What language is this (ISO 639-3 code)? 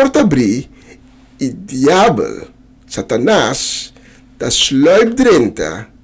pap